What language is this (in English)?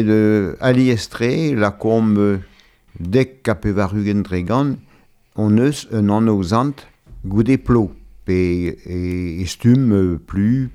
Breton